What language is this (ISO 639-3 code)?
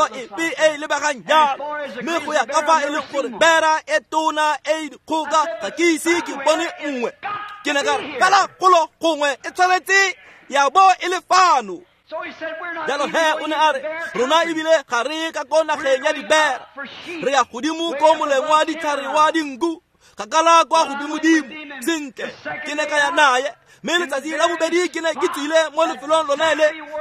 tsn